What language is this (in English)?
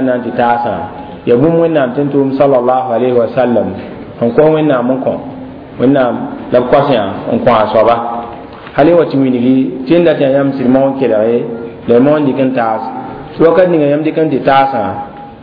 Mossi